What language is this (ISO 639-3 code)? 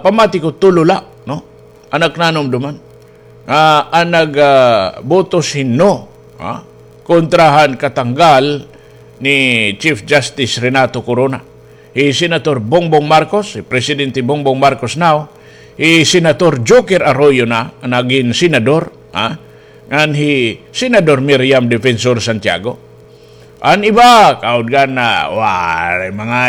war